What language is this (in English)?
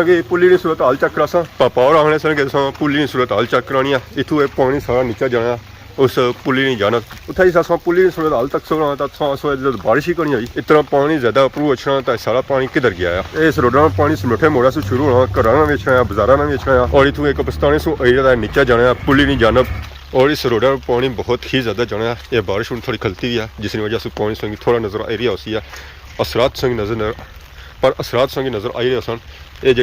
Pahari-Potwari